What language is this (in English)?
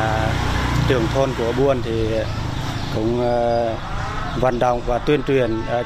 Vietnamese